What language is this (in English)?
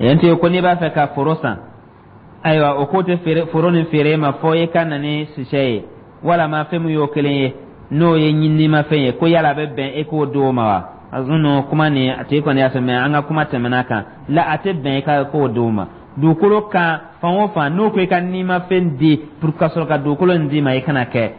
Dyula